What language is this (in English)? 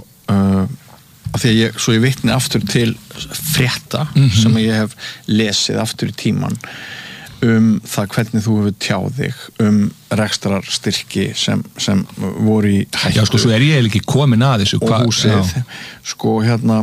Icelandic